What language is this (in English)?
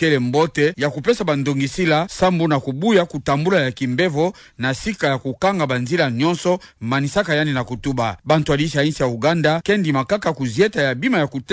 Kituba (Democratic Republic of Congo)